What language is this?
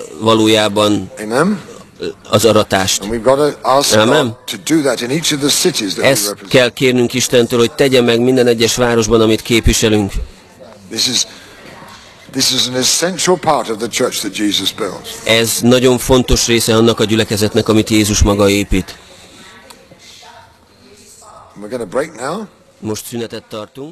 Hungarian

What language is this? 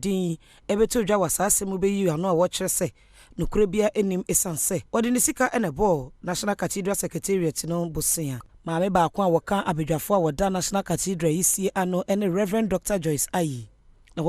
Akan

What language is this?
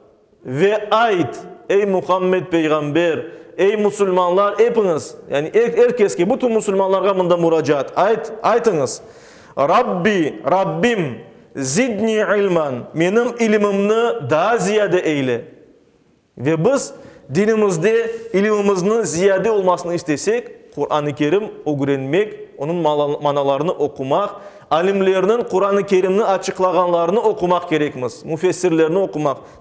Crimean Tatar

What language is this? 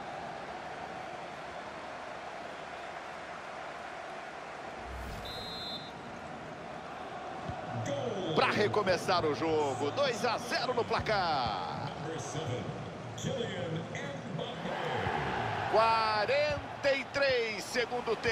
Portuguese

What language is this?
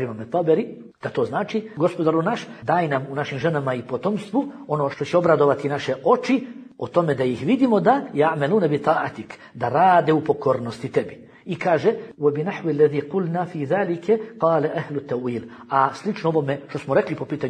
Bosnian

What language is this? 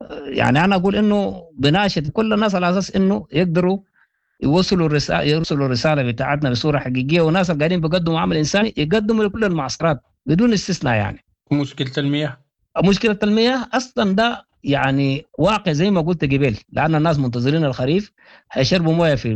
Sudanese Arabic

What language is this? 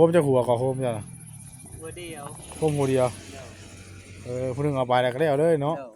Northeastern Thai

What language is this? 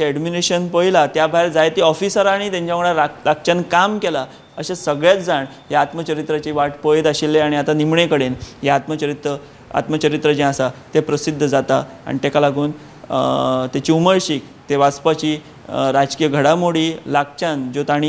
Konkani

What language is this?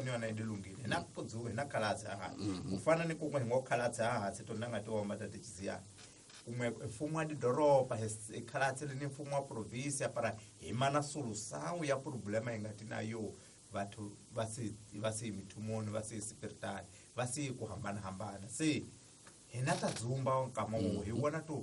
Tsonga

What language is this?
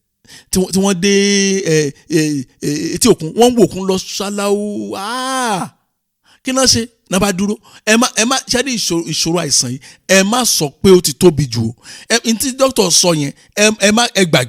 Yoruba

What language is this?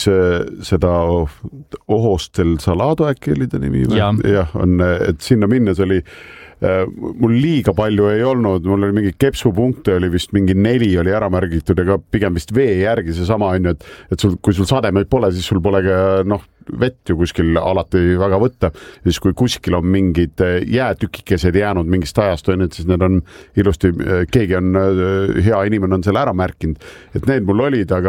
Estonian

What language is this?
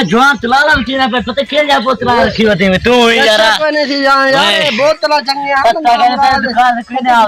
Saraiki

